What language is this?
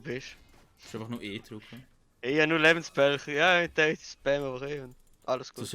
Swiss German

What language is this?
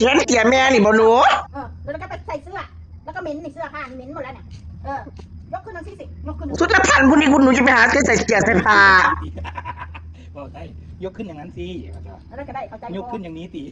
Northeastern Thai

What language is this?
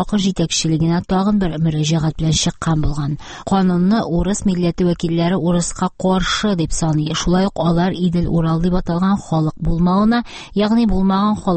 Tatar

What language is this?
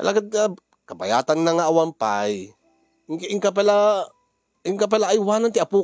Iloko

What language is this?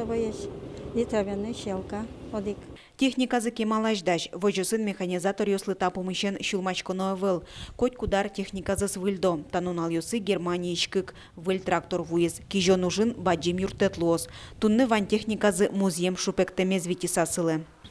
Udmurt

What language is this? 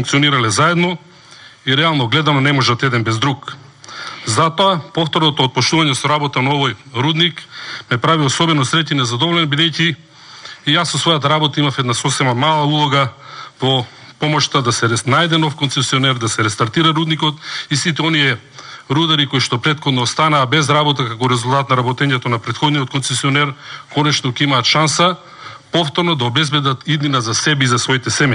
Macedonian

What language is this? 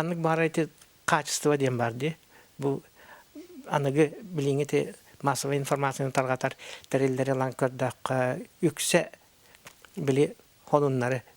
Yakut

